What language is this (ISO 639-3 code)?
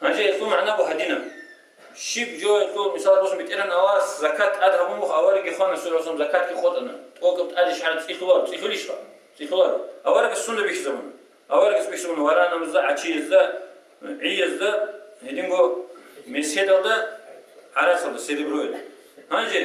ava